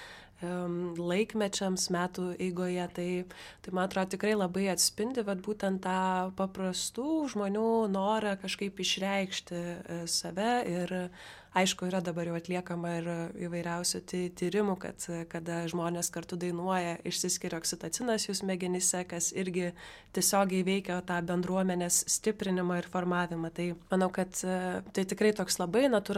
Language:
Lithuanian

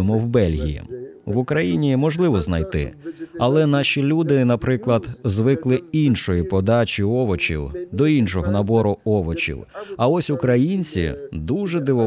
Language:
Ukrainian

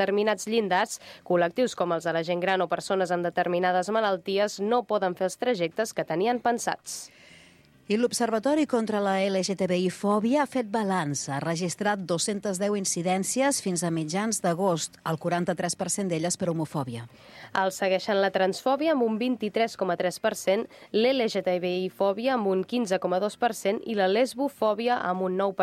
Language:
Catalan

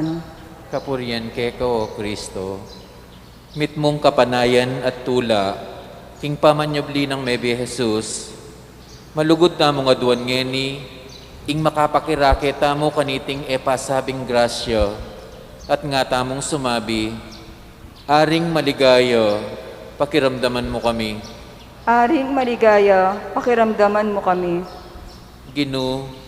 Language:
Pampanga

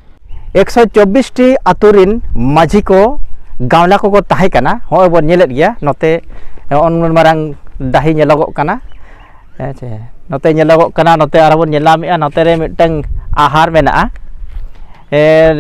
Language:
Santali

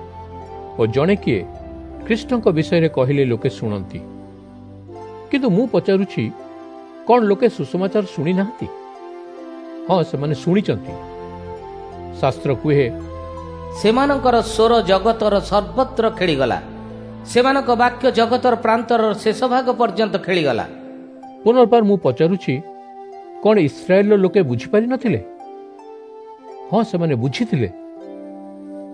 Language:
Odia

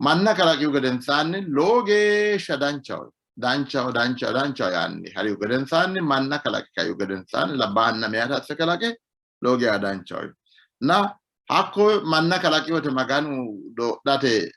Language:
Sidamo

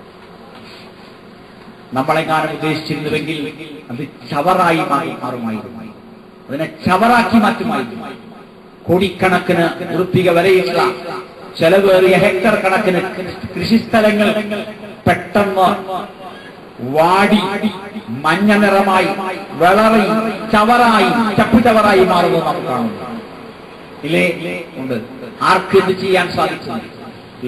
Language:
Malayalam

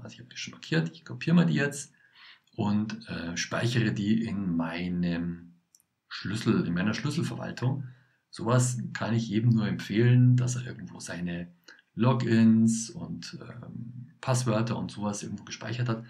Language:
German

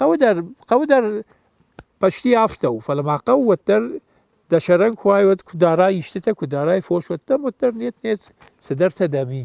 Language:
Ossetic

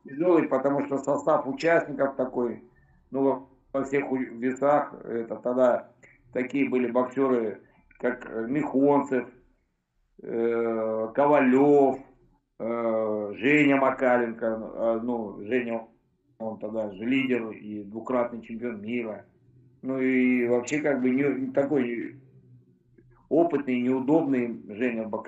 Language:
Russian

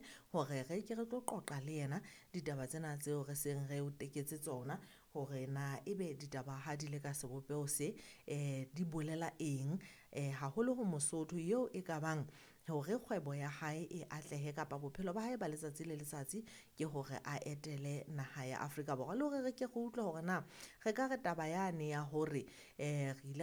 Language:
Southern Sotho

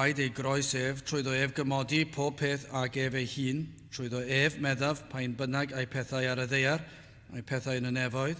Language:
Welsh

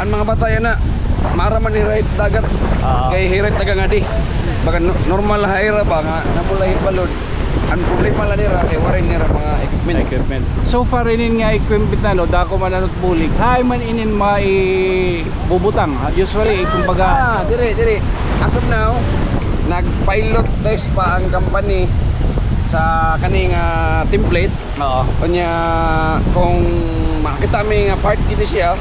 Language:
Waray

